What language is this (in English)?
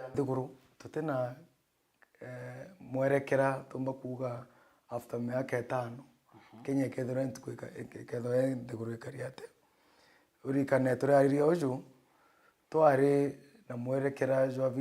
Meru